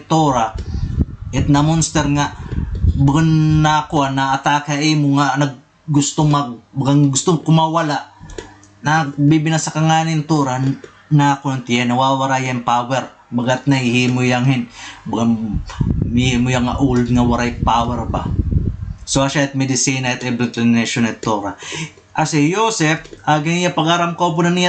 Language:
Waray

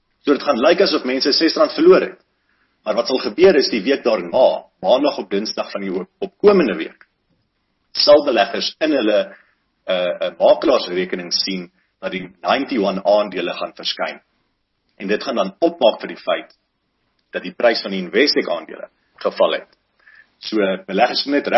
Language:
Afrikaans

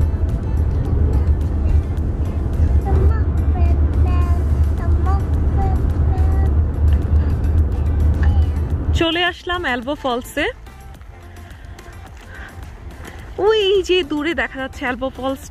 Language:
Bangla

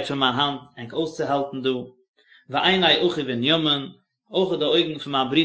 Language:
Yiddish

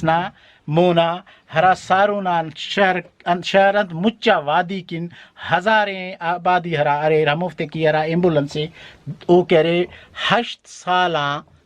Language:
Brahui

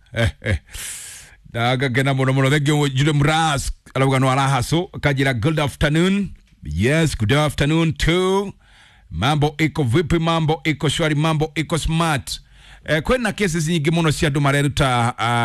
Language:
Kikuyu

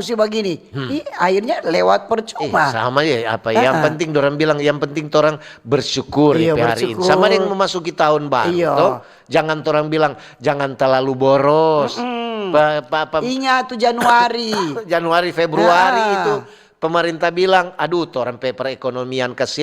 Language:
Manado Malay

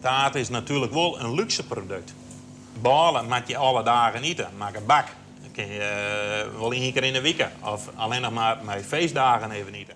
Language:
Western Frisian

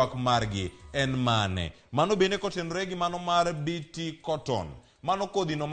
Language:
Luo (Kenya and Tanzania)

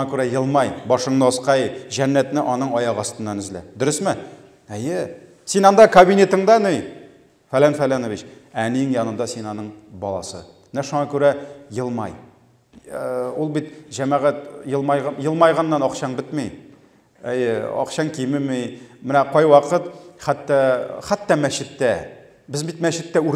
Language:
Tatar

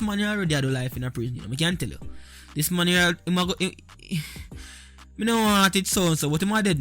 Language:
Jamaican Creole English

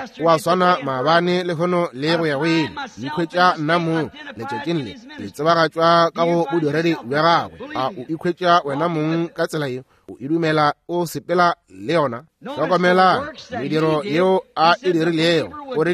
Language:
Northern Sotho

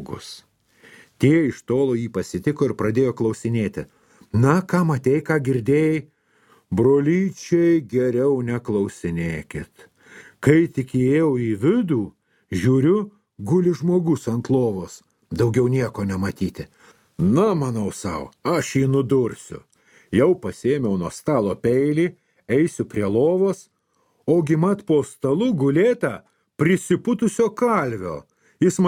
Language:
Lithuanian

